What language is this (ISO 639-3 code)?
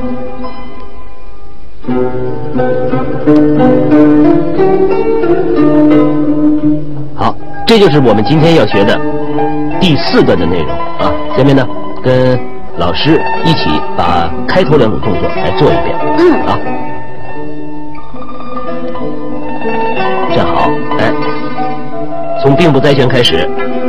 zho